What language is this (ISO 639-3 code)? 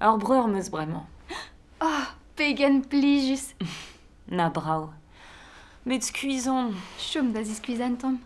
bre